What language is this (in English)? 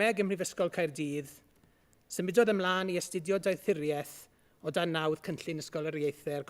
Welsh